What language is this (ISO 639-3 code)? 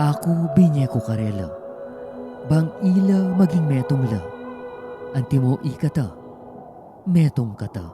pam